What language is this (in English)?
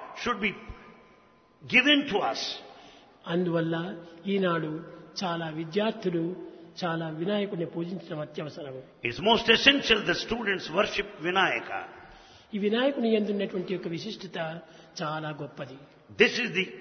Telugu